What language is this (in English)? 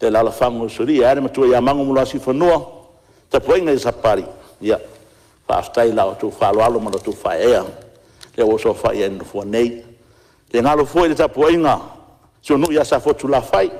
Samoan